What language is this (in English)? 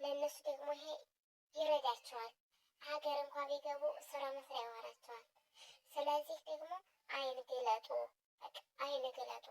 Amharic